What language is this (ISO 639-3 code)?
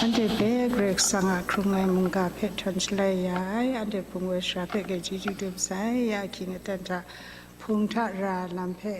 kac